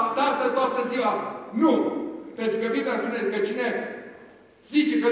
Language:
Romanian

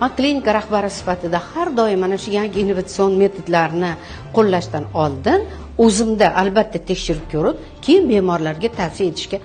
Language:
Uzbek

